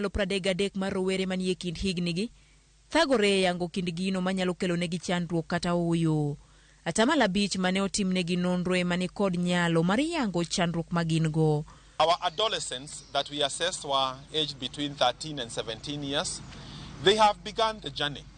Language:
Luo (Kenya and Tanzania)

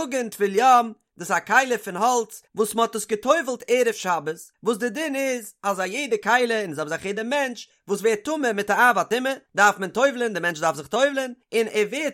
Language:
Yiddish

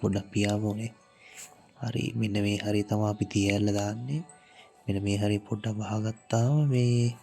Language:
Sinhala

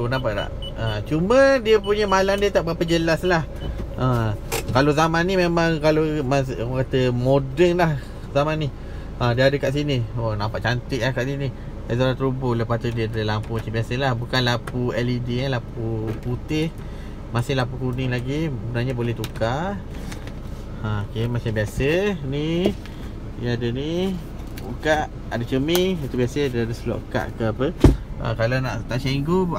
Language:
Malay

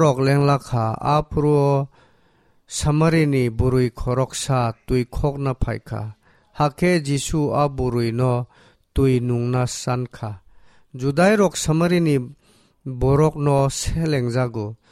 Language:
Kok Borok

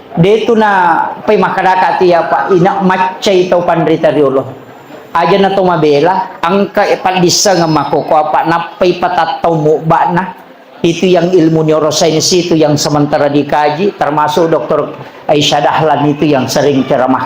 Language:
Buginese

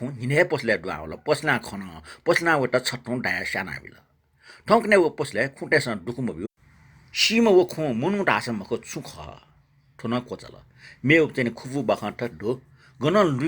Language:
Newari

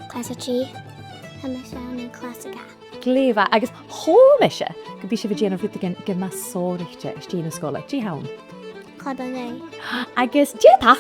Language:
Scottish Gaelic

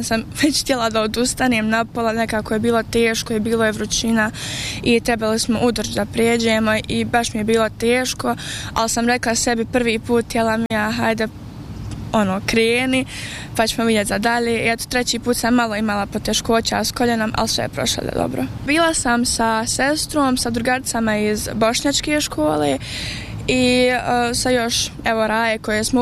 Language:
Bosnian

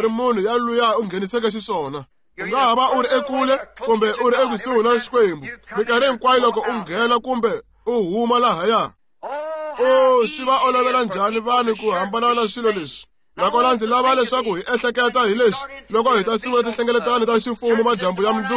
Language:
Tsonga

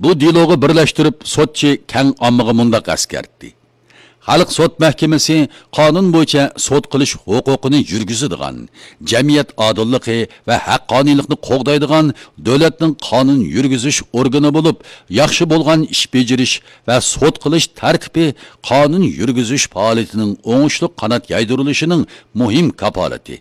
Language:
Uyghur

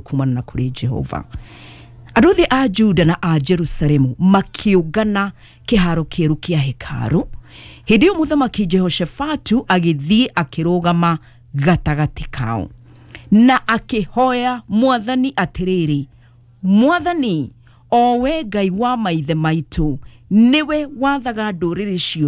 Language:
Kikuyu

